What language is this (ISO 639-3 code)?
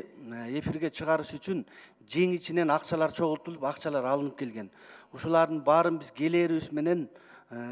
kir